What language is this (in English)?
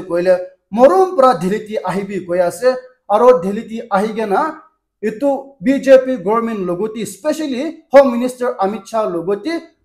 Naga Pidgin